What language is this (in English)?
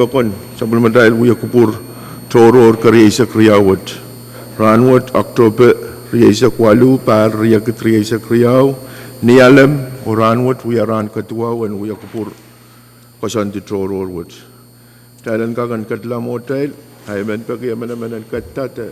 Pohnpeian